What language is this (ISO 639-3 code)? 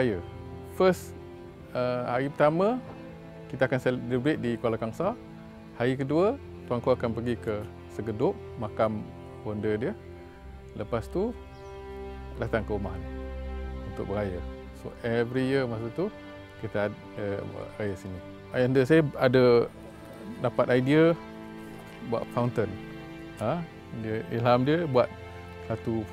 msa